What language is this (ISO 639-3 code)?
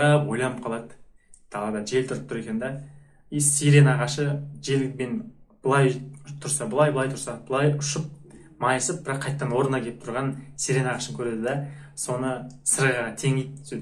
kaz